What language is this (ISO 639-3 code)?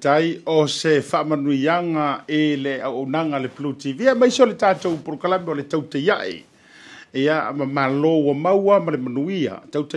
smo